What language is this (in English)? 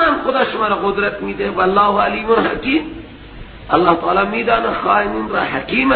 Persian